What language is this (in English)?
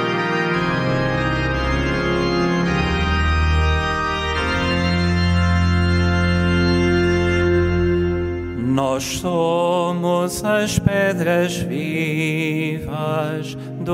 Portuguese